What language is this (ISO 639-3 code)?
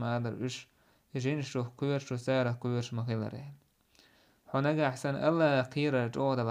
che